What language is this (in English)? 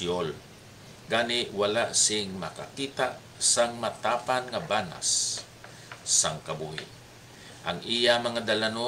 Hiligaynon